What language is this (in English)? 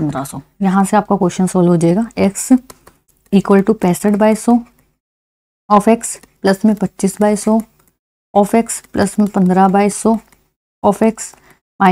Hindi